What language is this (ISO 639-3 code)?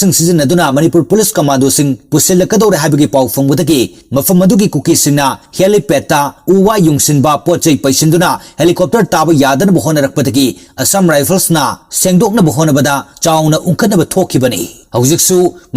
mni